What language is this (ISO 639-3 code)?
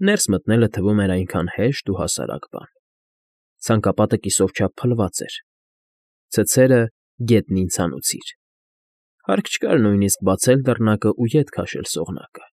hye